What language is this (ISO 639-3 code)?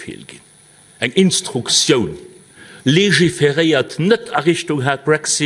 ltz